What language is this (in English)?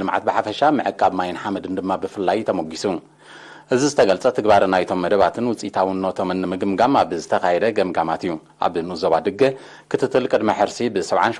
Tigrinya